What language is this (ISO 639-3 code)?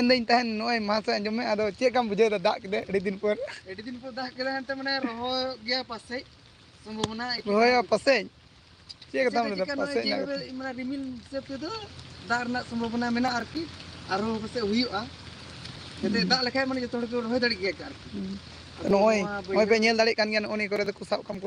sat